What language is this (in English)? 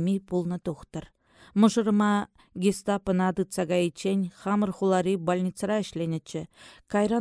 Chuvash